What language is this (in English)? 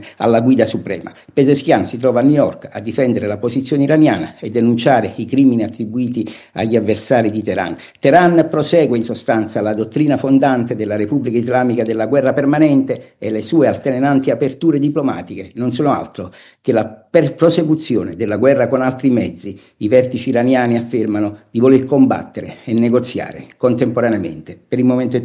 Italian